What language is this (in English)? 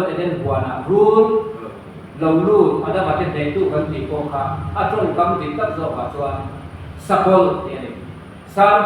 Mizo